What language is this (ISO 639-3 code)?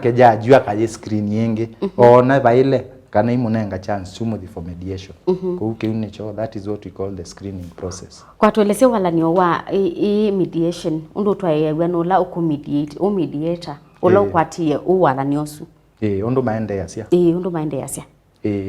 kam